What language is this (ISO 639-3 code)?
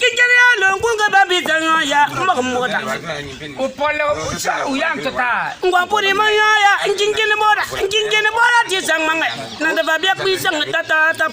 bim